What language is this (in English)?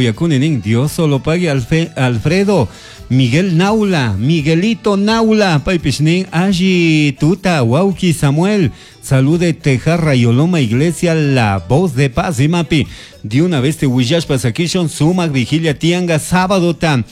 Chimborazo Highland Quichua